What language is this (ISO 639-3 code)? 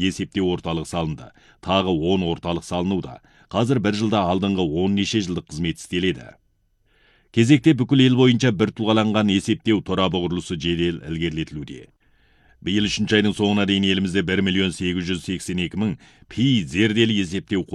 kaz